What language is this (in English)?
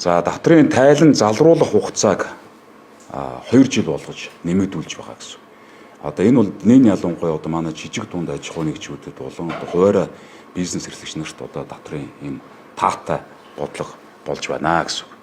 Mongolian